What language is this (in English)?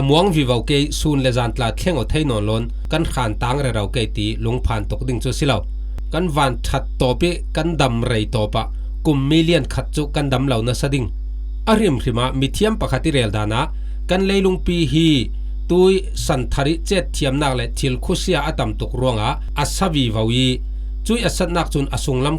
Falam Chin